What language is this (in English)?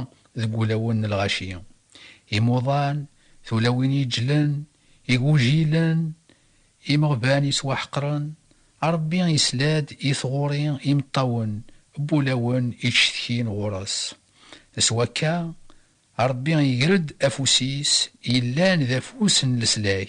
Kabyle